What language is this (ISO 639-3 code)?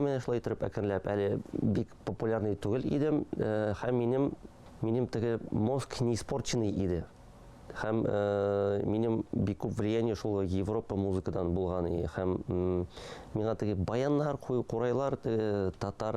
tat